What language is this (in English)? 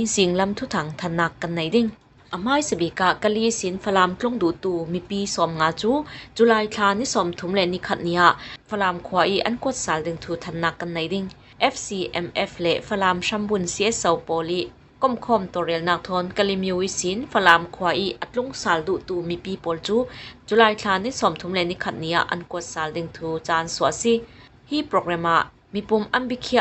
Falam Chin